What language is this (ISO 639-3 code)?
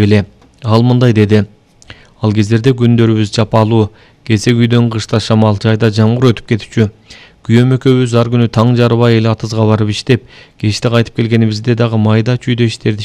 kir